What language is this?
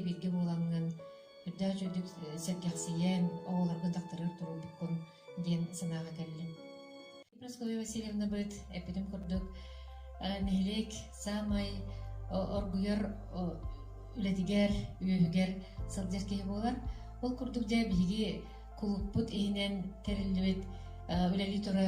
Yakut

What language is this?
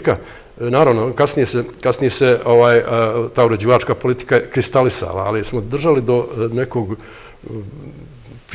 Bosnian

